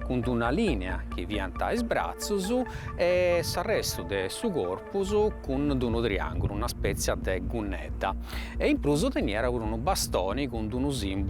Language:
Sardinian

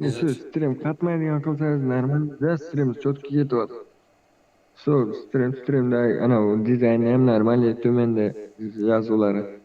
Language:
Kara-Kalpak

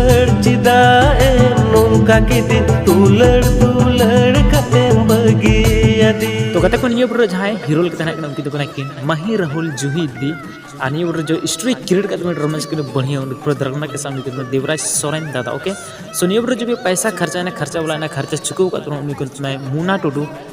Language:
Santali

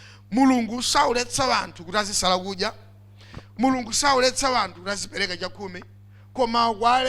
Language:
Nyanja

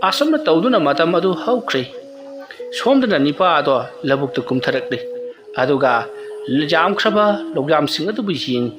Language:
Manipuri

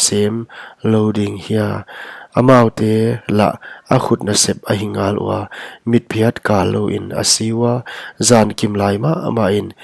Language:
Paite Chin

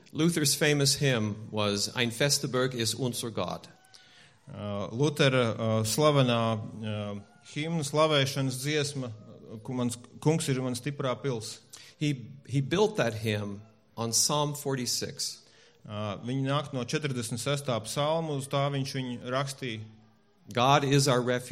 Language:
Latvian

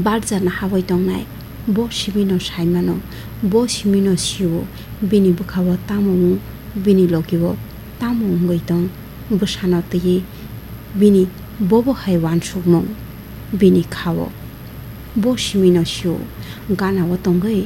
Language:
Kok Borok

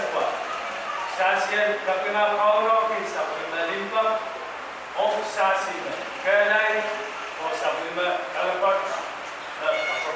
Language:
Pohnpeian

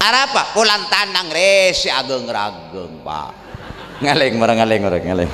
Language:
Madurese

